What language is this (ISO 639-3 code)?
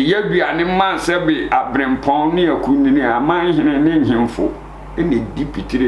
aka